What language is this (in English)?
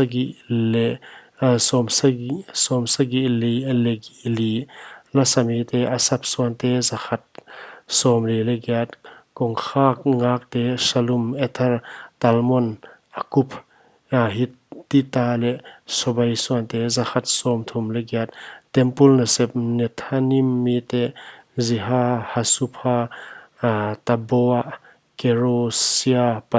Paite Chin